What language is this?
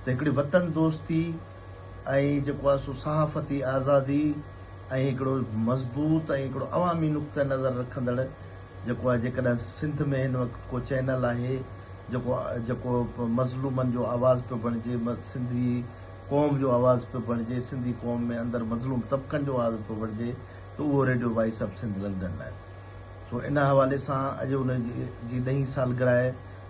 Sindhi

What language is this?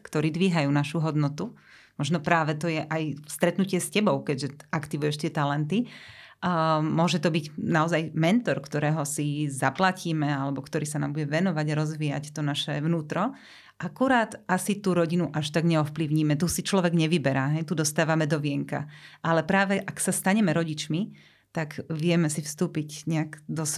Slovak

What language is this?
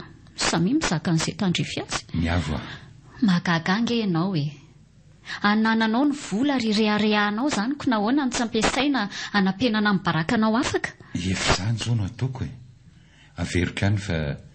Malagasy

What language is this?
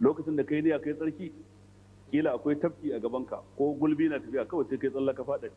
Hausa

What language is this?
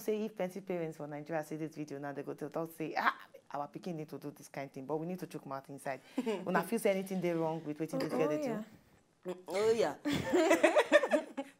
Nigerian Pidgin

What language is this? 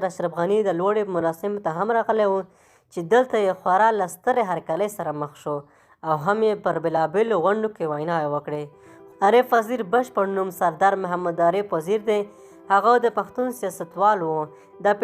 Pashto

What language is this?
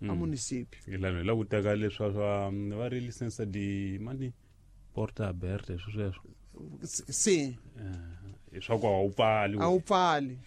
Tsonga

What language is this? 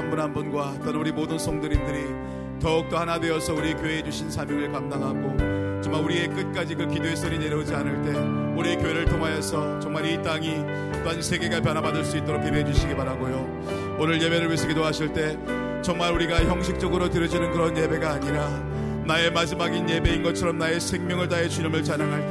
Korean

